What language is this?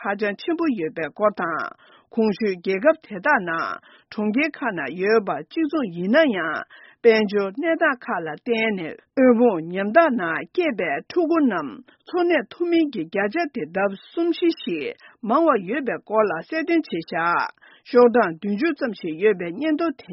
Tibetan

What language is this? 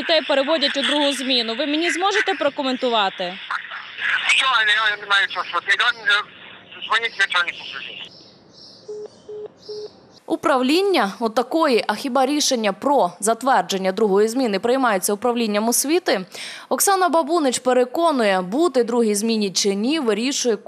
Ukrainian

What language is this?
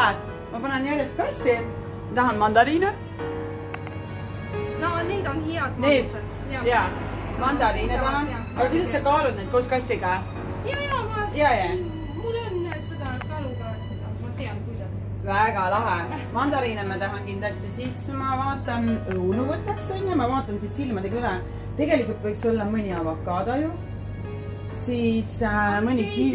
Estonian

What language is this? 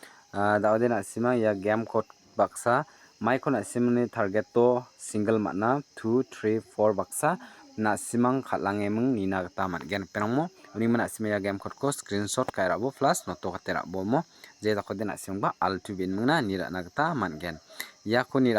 Garo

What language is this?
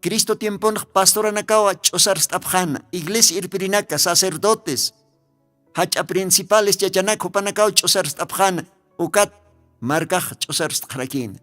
Aymara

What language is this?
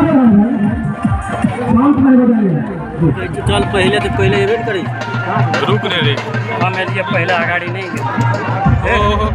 Maithili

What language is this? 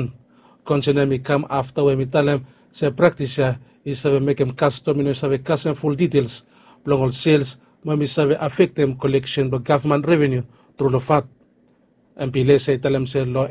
Bislama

